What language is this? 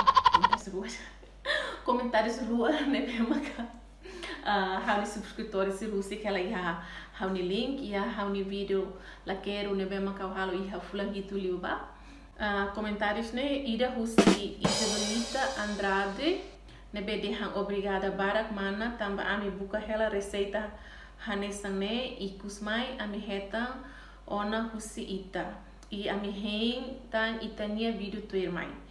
Tetum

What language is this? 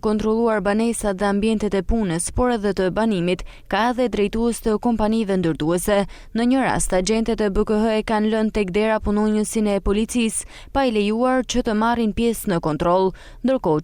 Albanian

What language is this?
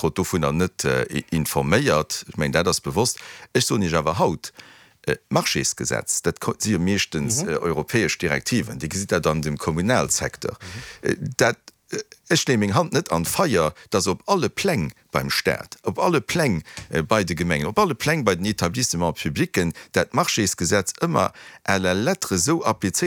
Luxembourgish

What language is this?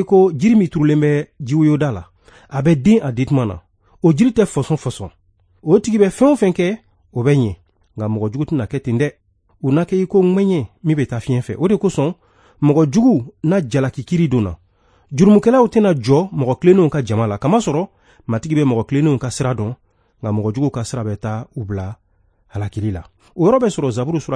Bambara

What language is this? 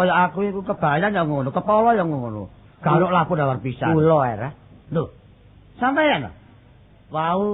Javanese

